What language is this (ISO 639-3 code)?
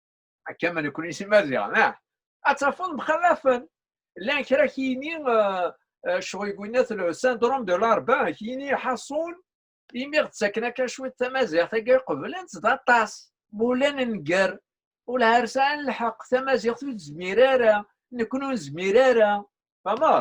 kab